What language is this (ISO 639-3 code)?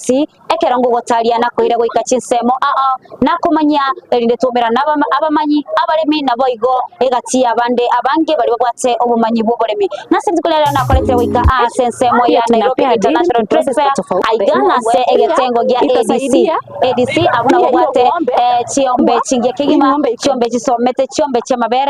guz